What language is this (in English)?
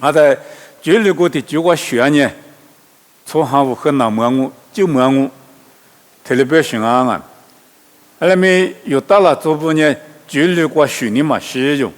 Lisu